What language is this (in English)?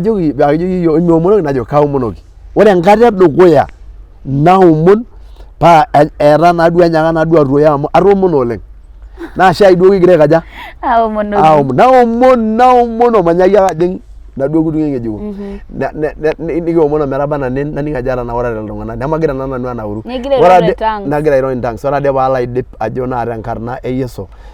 Masai